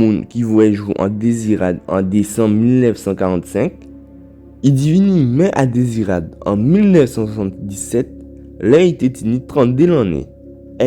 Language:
Guadeloupean Creole French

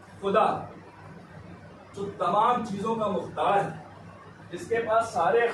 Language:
Urdu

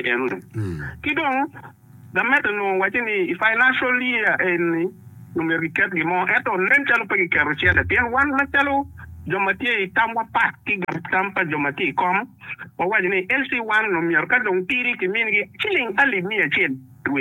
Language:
Acoli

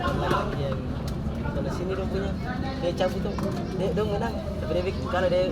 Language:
Ambonese Malay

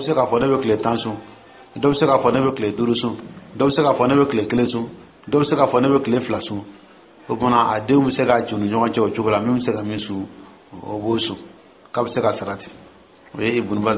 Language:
Dyula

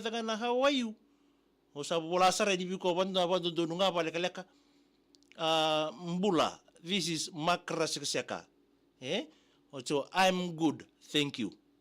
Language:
Fijian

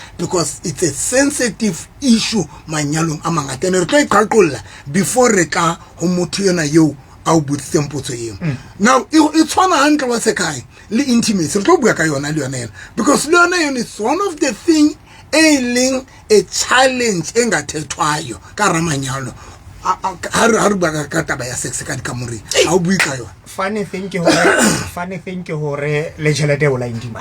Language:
Southern Sotho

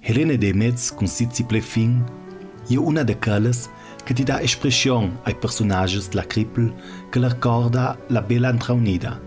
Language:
Ladin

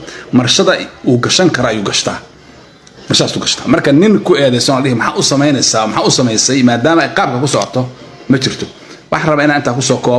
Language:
Somali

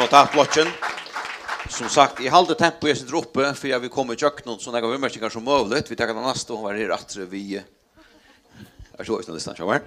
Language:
Faroese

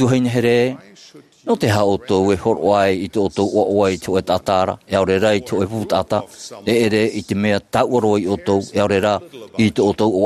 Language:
Tahitian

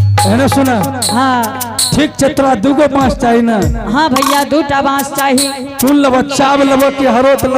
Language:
Angika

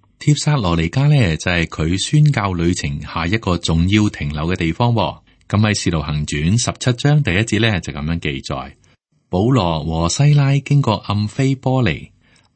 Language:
Cantonese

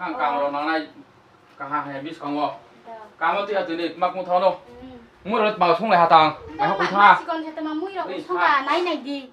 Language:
Riang (India)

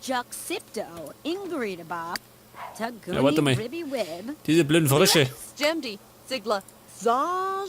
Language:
Bavarian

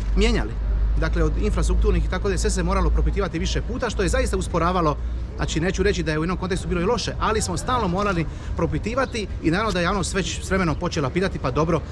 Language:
Croatian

